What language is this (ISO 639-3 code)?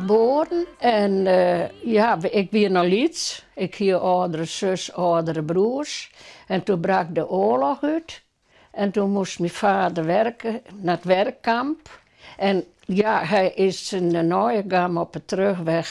fry